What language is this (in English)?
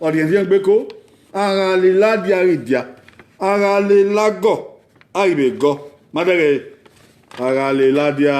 Bini